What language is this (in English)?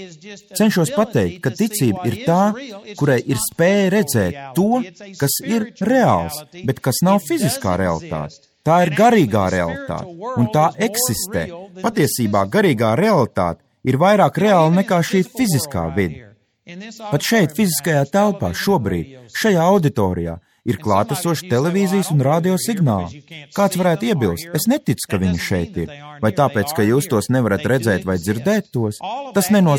Latvian